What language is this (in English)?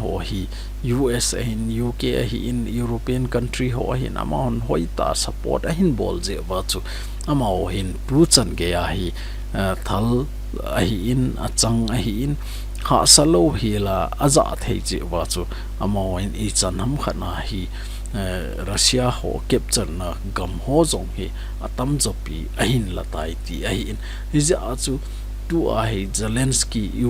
Thado Chin